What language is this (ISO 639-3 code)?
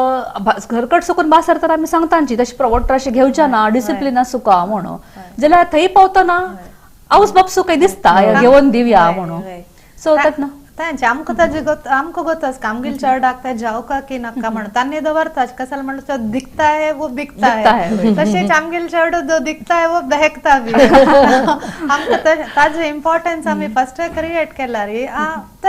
kok